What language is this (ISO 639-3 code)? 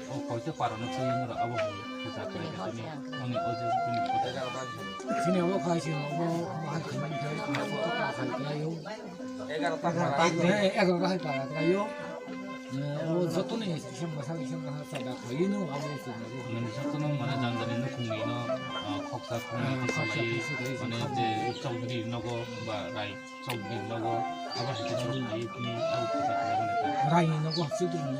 trp